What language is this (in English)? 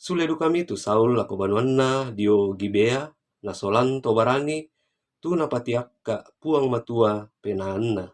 Toraja-Sa'dan